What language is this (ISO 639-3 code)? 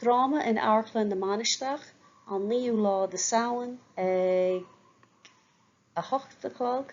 gle